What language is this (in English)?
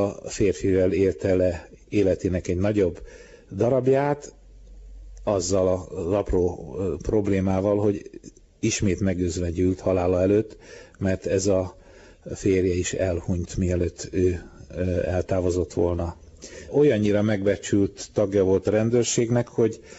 Hungarian